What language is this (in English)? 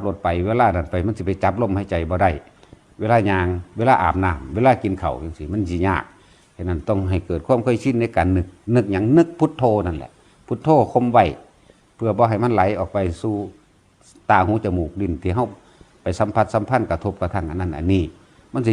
Northeastern Thai